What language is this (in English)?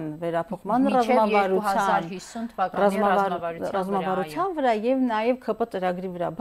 Armenian